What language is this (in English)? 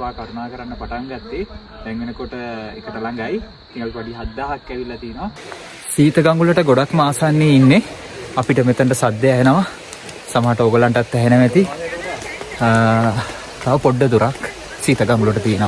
Sinhala